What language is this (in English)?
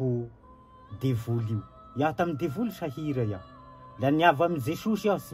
Malagasy